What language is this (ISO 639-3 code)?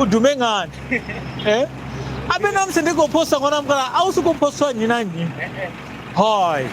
ven